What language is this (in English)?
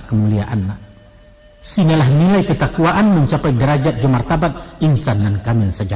Minangkabau